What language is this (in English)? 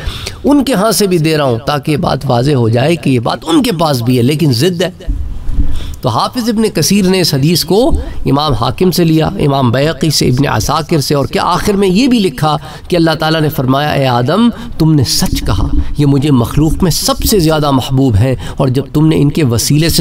Urdu